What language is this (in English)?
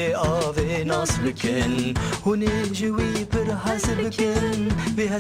Kurdish